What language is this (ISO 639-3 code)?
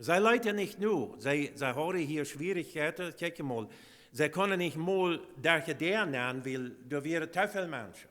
pdt